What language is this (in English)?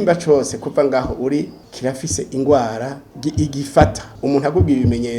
Rundi